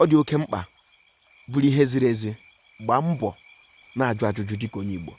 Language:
Igbo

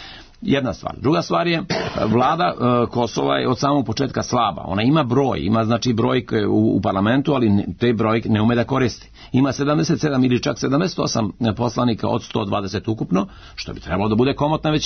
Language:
Serbian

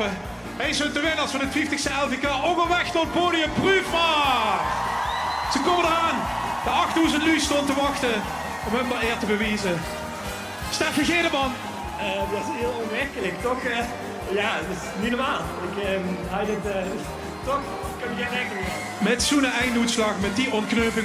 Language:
Limburgish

